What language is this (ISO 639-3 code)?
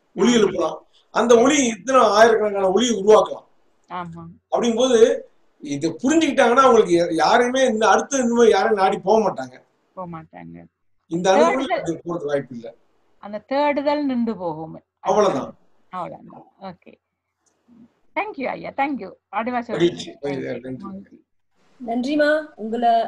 tam